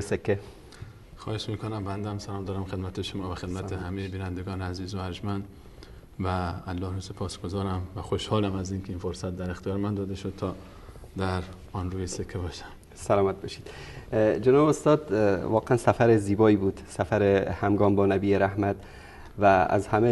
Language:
Persian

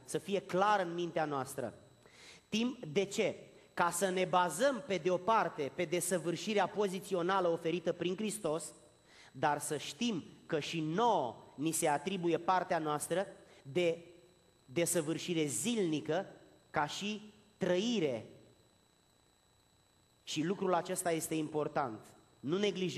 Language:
Romanian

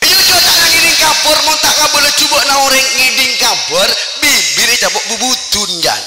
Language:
Madurese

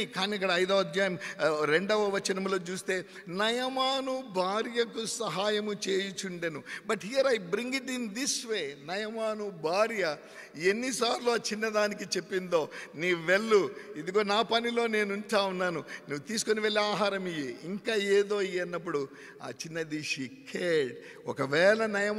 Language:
Telugu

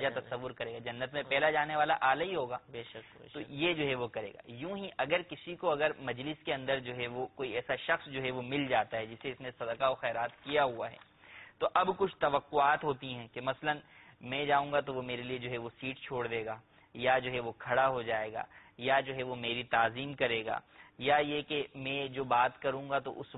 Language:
Urdu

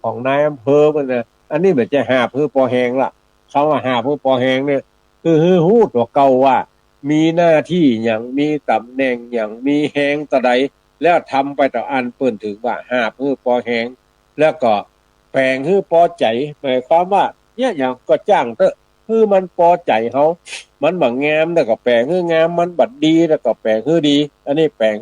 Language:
Northern Thai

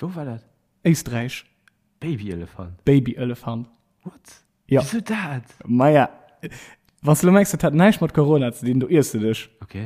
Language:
Luxembourgish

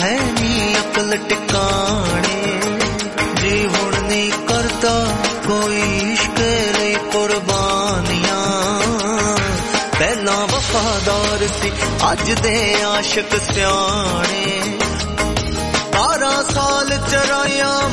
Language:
Punjabi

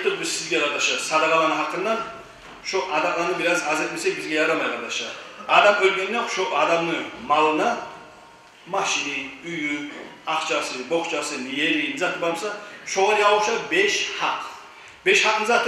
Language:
Kumyk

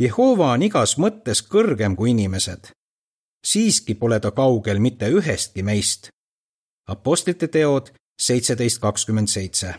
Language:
Estonian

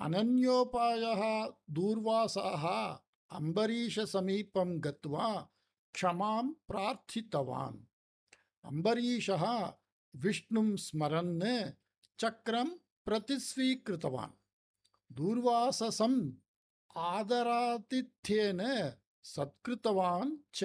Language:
Sanskrit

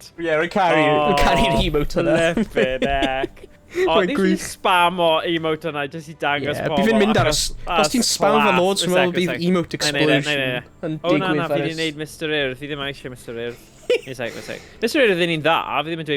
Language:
Welsh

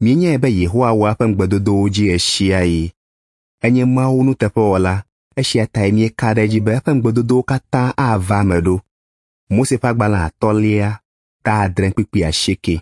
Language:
Ewe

